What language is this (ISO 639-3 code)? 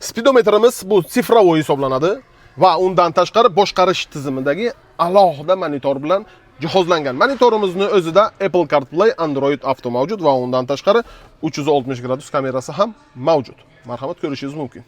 uzb